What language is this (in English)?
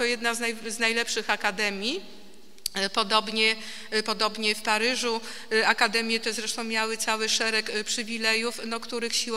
Polish